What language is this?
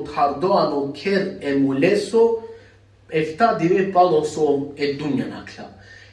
Balkan Romani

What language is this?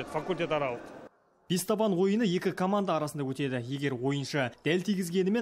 Kazakh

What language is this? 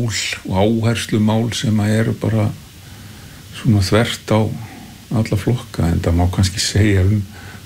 Icelandic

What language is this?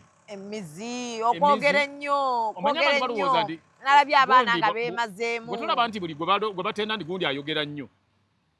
Ganda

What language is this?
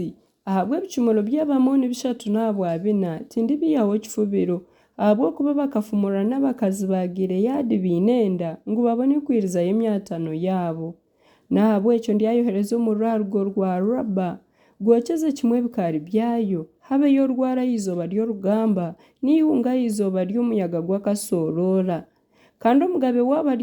Nyankole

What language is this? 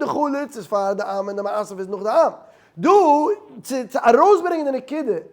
Yiddish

